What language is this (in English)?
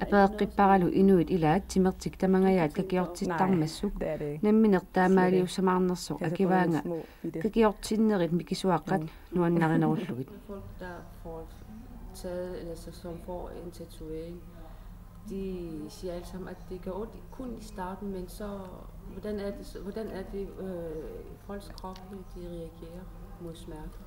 Kalaallisut